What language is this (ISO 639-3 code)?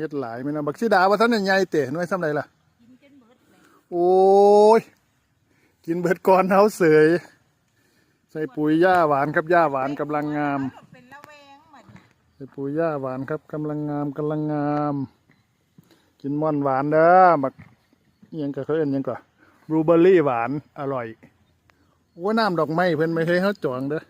lao